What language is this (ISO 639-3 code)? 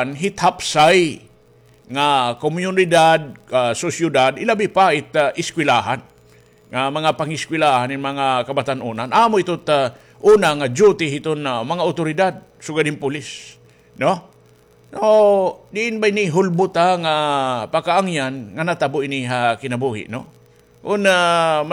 war